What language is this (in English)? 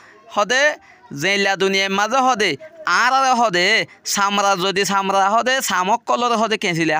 Rohingya